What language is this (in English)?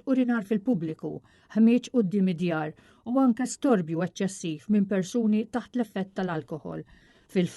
Maltese